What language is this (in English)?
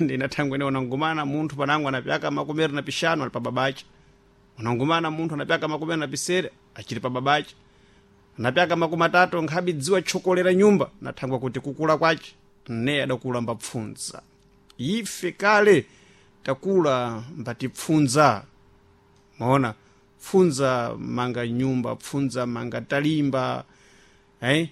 Sena